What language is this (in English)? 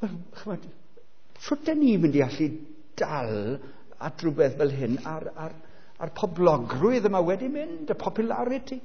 Welsh